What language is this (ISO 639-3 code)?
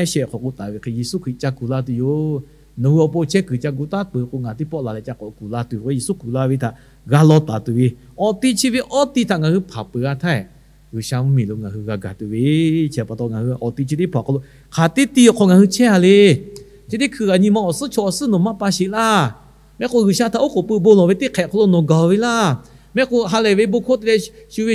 lhu